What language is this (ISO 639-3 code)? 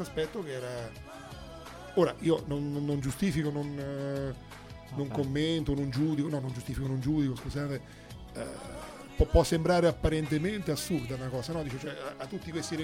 ita